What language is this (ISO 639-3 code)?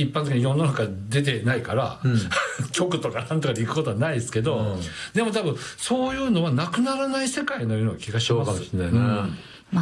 jpn